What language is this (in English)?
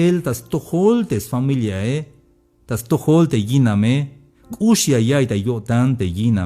Tzeltal